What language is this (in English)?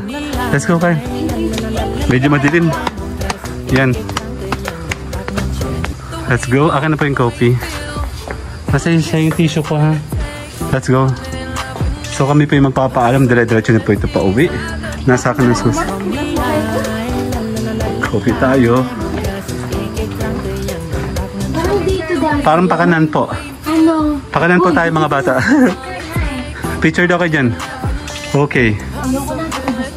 Filipino